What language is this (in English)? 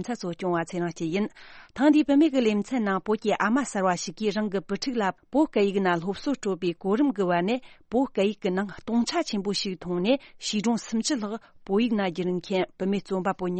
Tibetan